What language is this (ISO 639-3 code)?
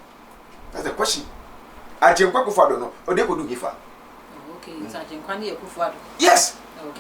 aka